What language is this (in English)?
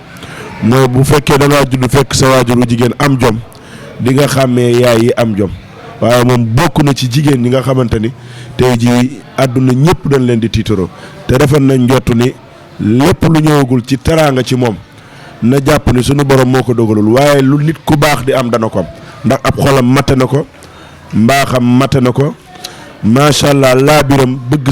Wolof